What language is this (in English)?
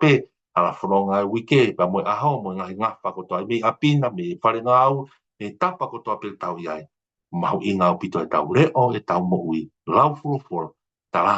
Tongan